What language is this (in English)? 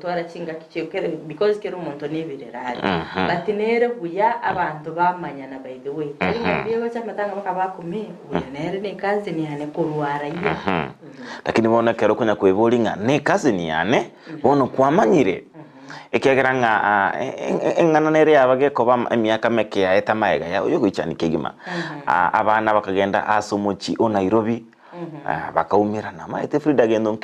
Gusii